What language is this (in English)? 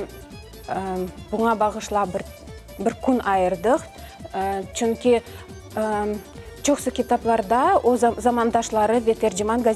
Crimean Tatar